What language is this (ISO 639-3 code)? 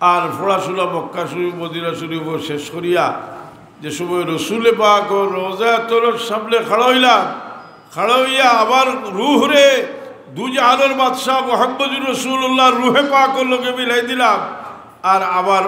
syl